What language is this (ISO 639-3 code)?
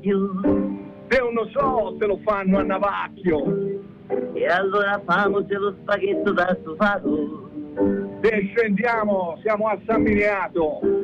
ita